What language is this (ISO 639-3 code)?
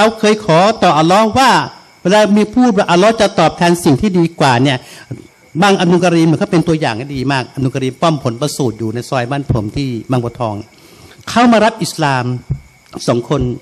tha